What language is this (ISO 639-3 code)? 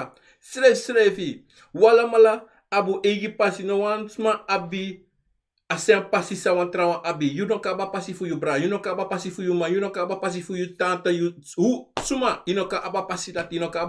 srn